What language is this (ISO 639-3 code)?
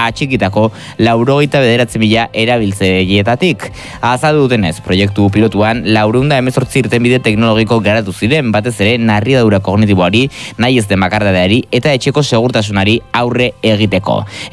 eus